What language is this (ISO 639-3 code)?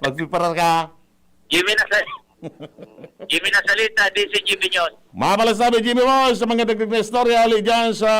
bik